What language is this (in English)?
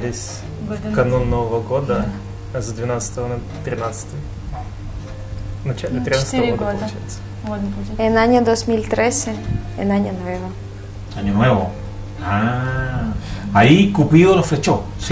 Spanish